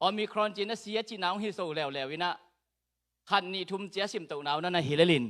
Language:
Tedim Chin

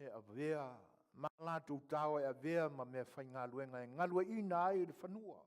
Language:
Samoan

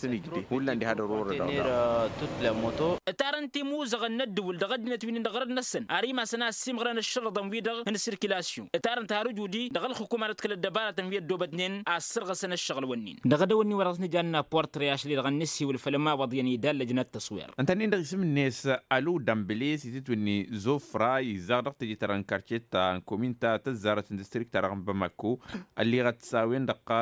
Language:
Tamasheq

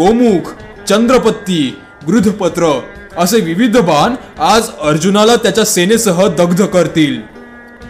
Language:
Marathi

